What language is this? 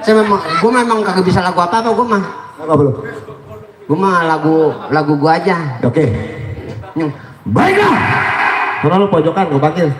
Betawi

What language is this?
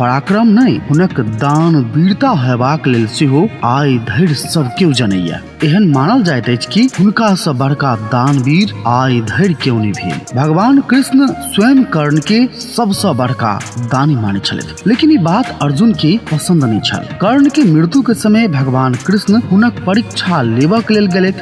Maithili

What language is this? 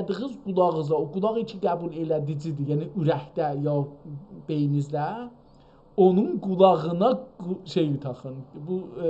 South Azerbaijani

